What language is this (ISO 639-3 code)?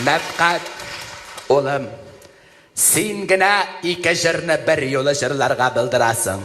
tat